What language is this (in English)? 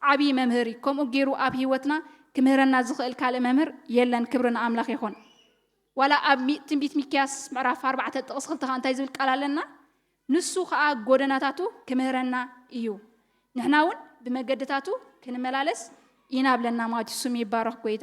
Tigrinya